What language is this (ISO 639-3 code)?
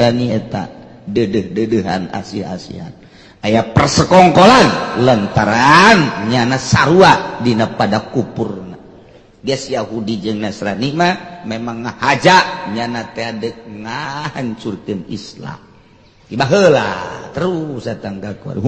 sun